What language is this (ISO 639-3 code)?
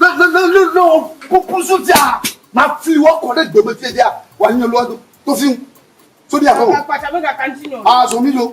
ewe